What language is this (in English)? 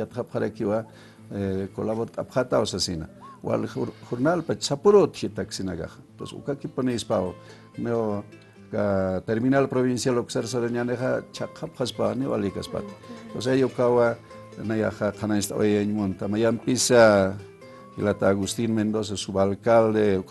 Aymara